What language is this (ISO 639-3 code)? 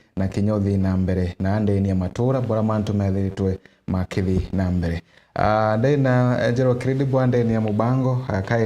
mer